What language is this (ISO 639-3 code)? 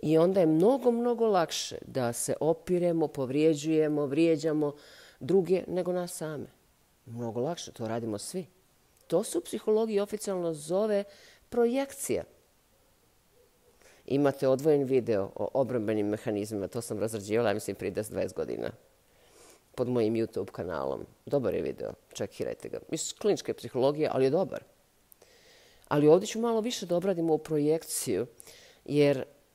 bos